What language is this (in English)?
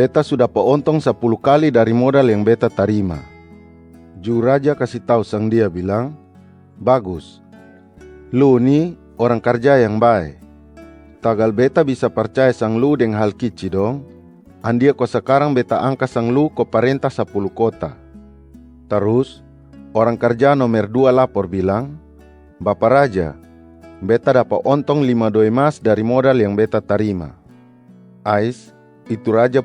Kupang Malay